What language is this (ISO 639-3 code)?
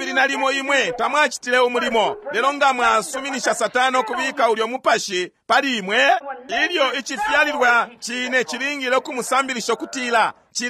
bem